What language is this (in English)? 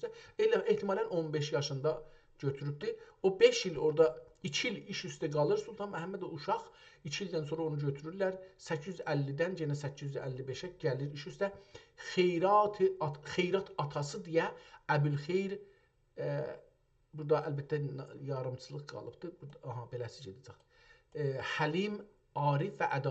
South Azerbaijani